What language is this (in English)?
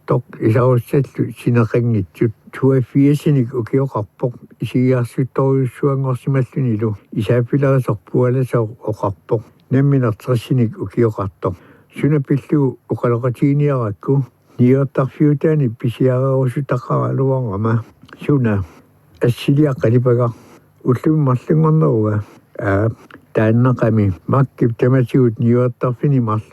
Kalaallisut